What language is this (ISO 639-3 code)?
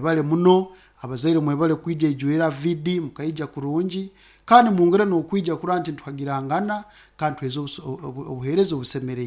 nyo